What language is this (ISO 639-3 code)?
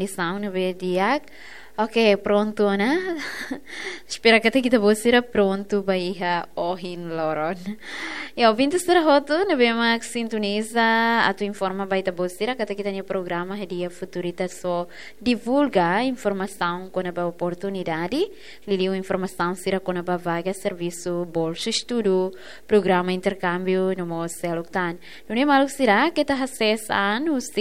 tet